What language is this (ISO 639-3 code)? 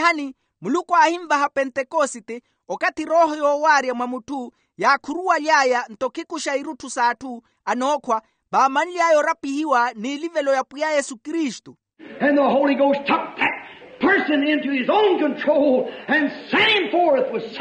vmw